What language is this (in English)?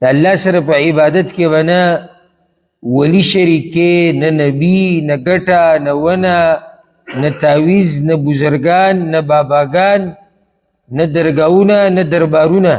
Pashto